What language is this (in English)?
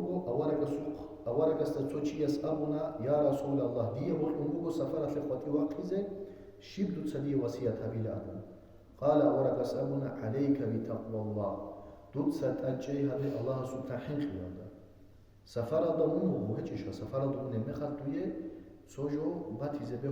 Avaric